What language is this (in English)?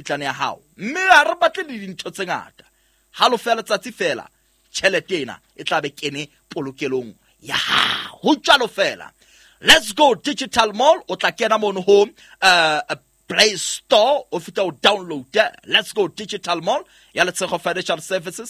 Southern Sotho